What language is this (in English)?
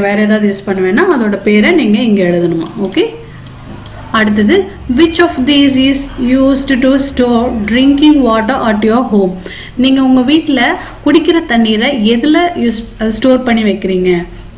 Tamil